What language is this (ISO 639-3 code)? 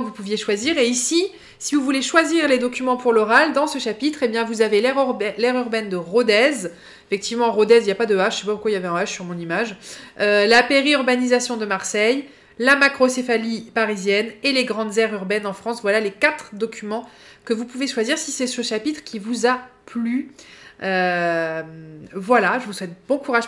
fra